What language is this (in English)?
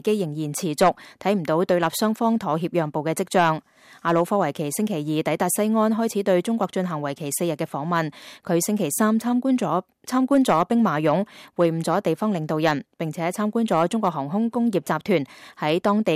Cantonese